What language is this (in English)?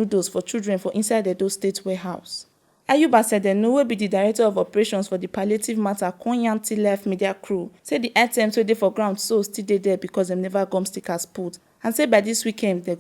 Nigerian Pidgin